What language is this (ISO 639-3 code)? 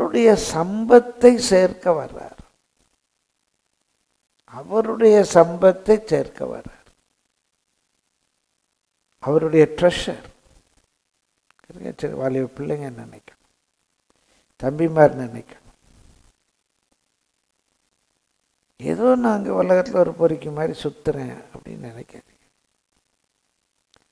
tam